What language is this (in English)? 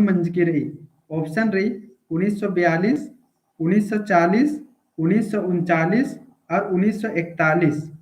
Kurukh